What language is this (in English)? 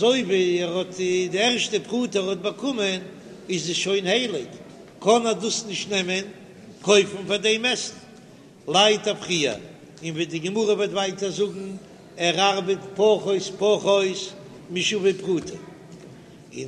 Yiddish